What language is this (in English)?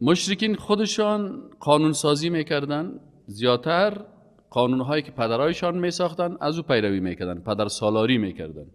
Persian